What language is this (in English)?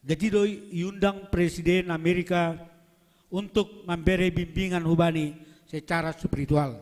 Batak Simalungun